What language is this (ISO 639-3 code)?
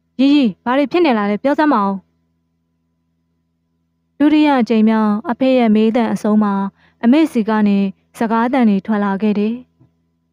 mya